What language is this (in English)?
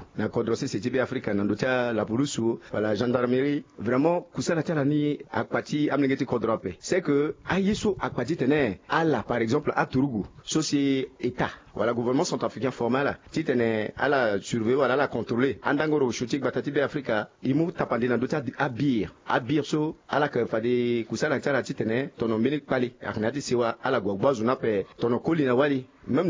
Sango